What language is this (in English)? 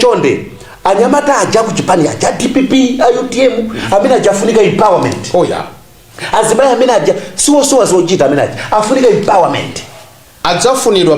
Nyanja